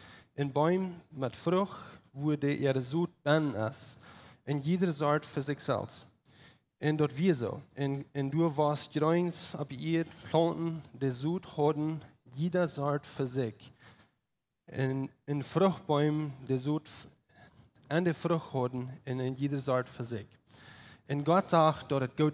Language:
Plautdietsch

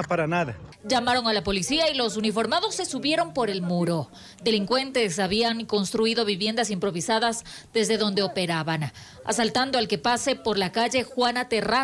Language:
Spanish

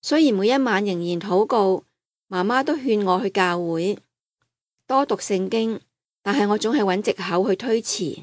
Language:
Cantonese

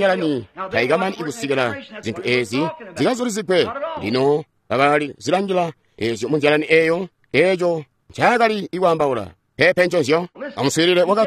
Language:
Tonga (Zambia)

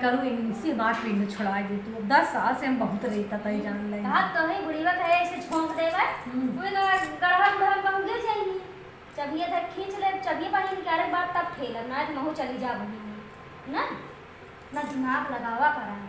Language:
Awadhi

